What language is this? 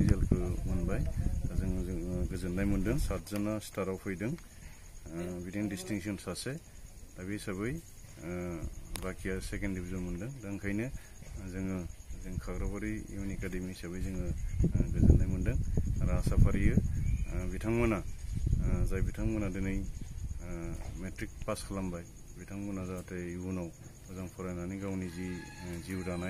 Bodo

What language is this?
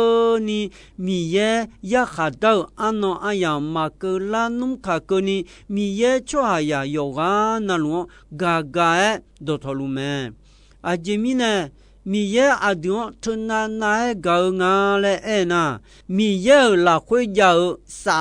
Akha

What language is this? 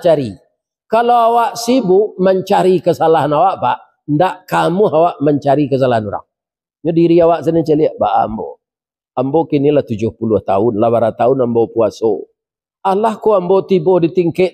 Minangkabau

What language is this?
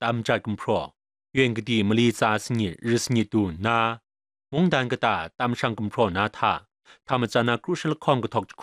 Kachin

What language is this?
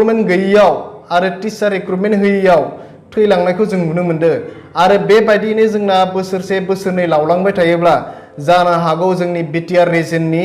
Bodo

